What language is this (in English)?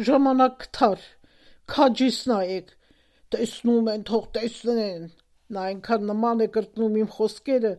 Armenian